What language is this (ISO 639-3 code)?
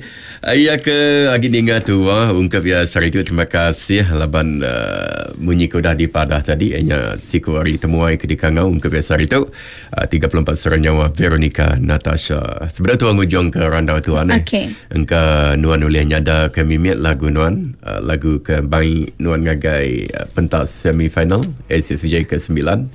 iba